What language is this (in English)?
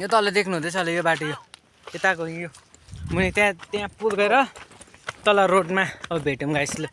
Nepali